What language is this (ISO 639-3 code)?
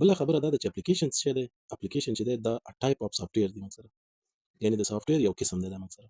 pus